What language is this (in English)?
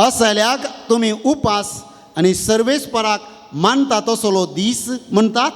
Konkani